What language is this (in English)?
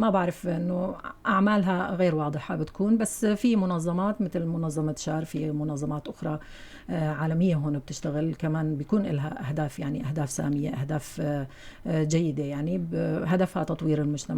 North Levantine Arabic